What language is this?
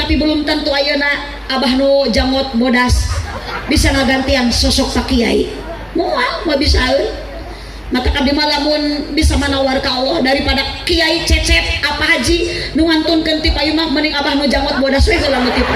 Sundanese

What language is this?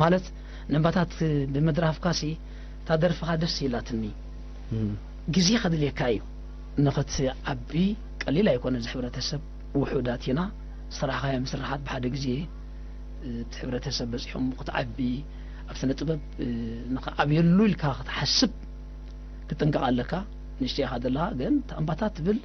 Tigrinya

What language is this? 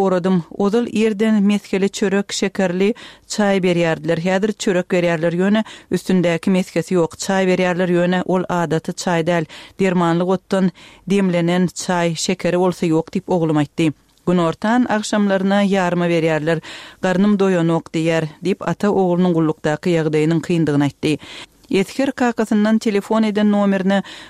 Turkmen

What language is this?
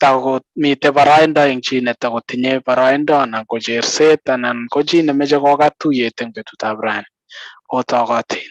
Kalenjin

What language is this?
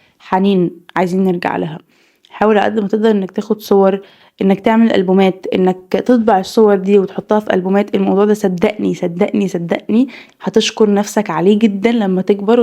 Egyptian Arabic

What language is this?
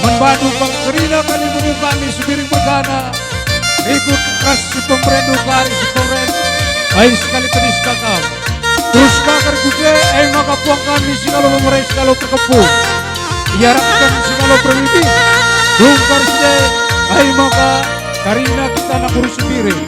Batak Karo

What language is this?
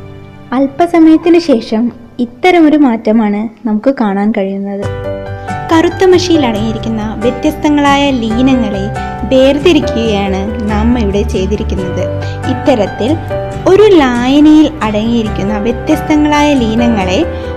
Malayalam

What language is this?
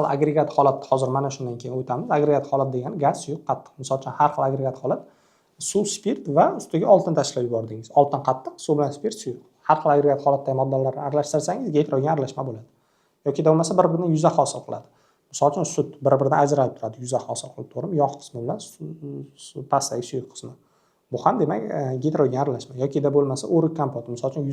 Uzbek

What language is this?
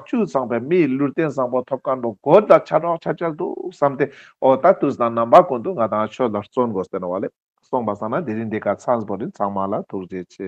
Ladakhi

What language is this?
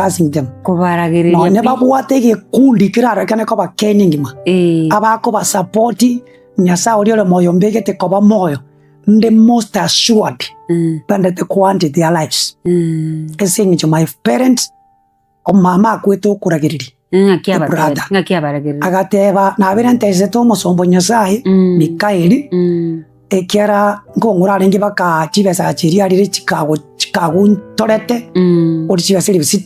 Gusii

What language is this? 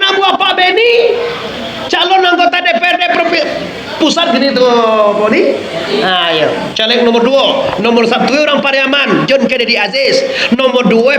Minangkabau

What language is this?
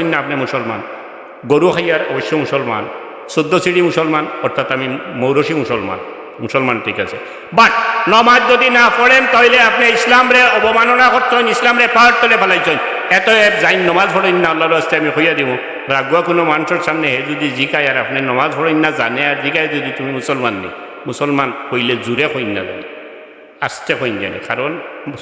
Sylheti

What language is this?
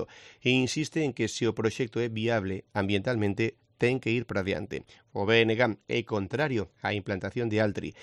Galician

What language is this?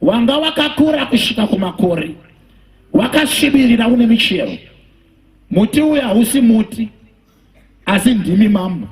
Shona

